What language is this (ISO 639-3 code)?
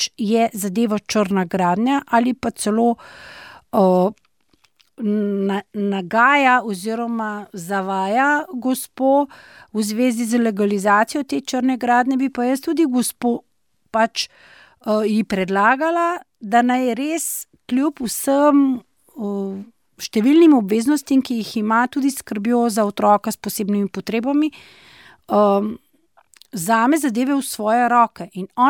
slv